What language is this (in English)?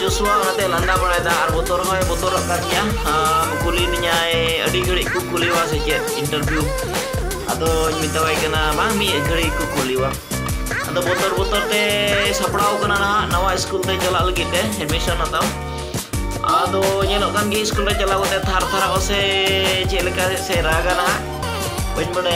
Santali